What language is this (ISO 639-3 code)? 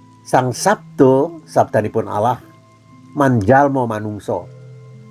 jav